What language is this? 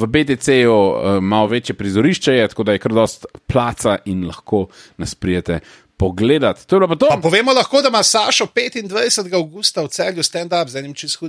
Slovenian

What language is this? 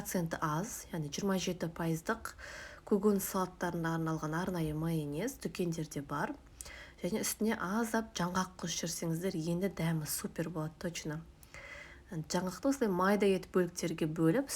Kazakh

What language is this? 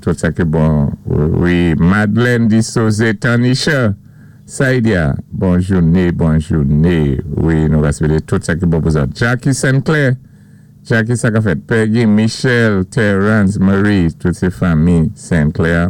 Saint Lucian Creole French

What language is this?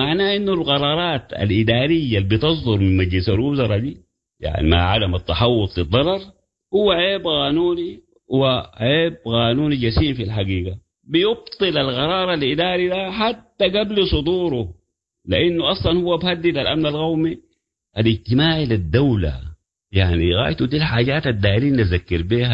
Sudanese Arabic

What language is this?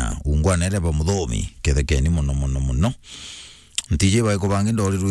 Meru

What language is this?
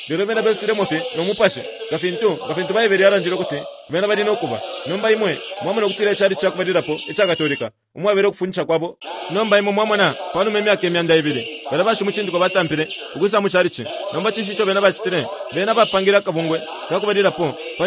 Bemba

